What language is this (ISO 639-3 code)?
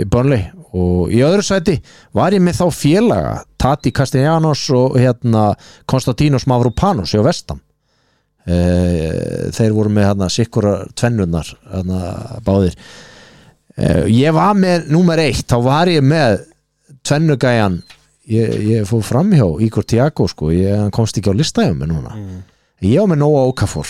isl